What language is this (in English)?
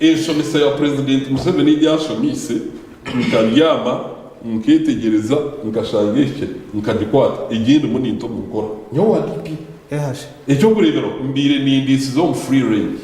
Nyankole